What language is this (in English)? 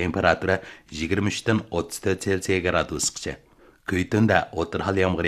Uyghur